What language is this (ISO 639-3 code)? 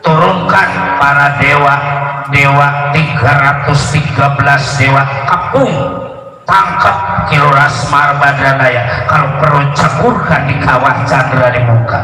bew